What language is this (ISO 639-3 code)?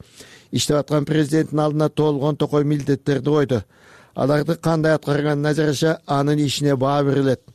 kir